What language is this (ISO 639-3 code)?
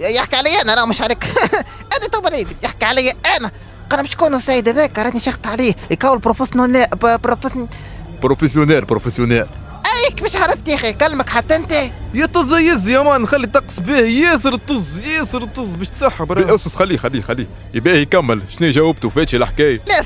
aeb